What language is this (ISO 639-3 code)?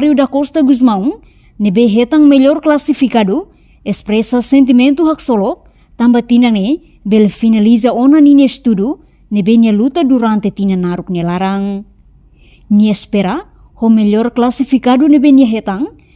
tet